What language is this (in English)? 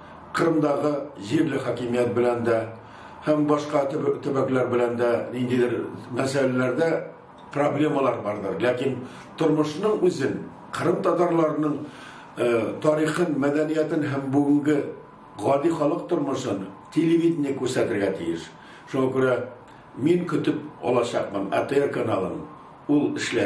Tatar